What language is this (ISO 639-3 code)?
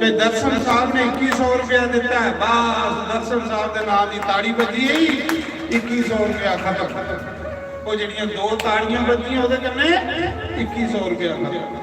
doi